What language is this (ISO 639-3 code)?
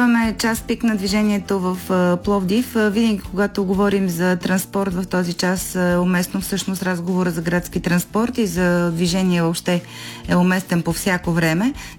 bul